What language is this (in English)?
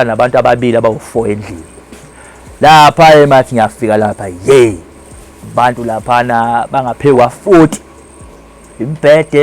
Zulu